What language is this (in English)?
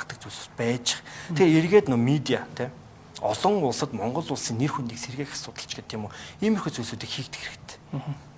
Mongolian